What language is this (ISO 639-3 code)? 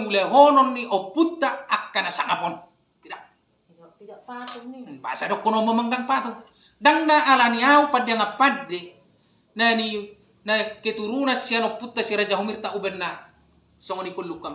bbc